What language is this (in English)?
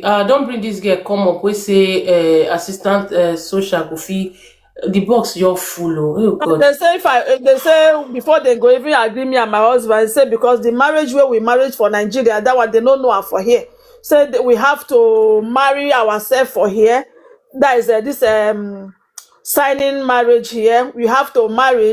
Nigerian Pidgin